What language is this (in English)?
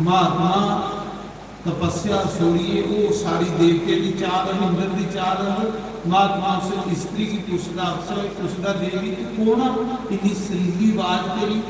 Dogri